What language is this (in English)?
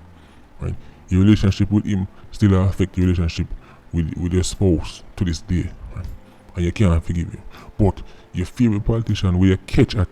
Jamaican Creole English